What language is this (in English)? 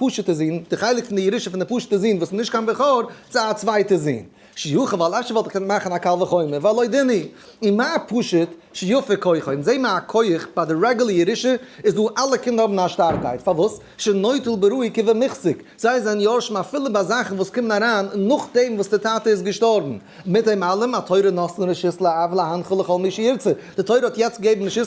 Yiddish